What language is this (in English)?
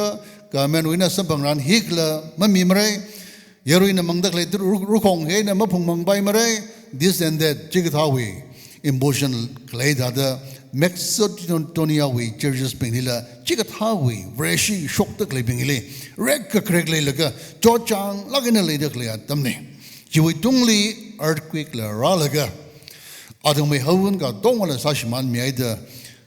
Tangkhul Naga (India)